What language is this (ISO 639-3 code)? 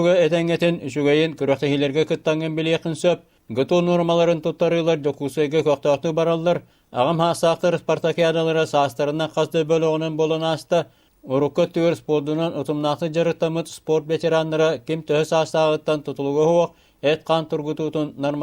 sah